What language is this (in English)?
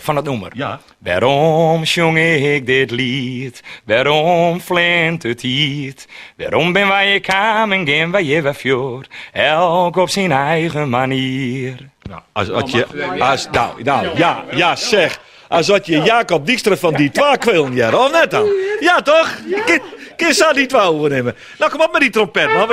Western Frisian